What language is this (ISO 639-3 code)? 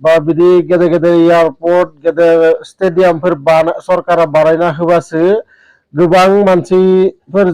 brx